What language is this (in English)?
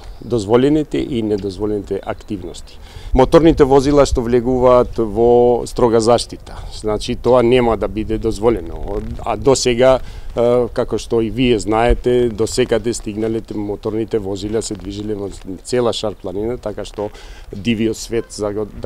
Macedonian